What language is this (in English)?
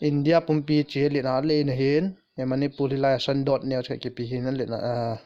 Thado Chin